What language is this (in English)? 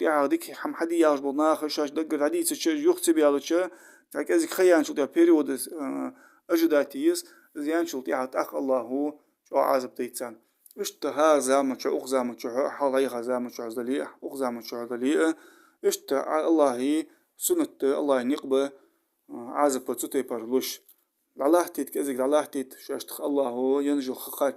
Ingush